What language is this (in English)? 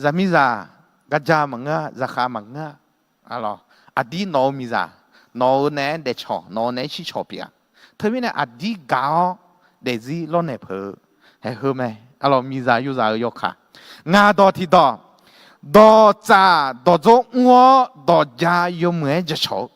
Akha